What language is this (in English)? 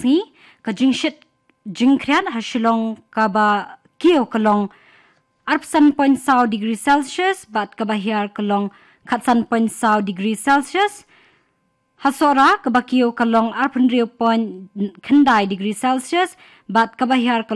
Khasi